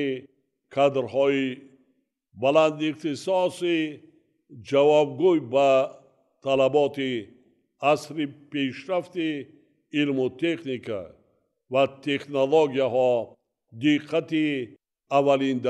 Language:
Tajik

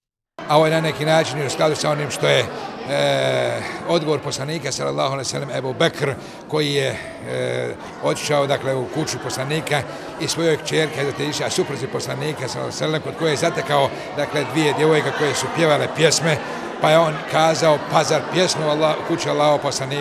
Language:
Bosnian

